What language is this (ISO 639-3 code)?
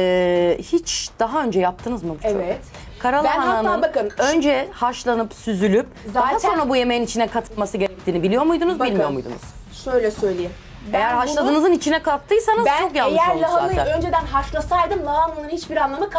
tur